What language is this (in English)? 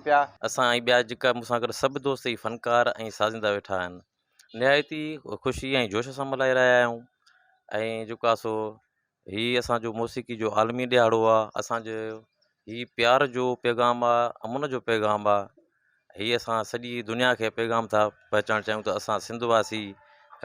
Sindhi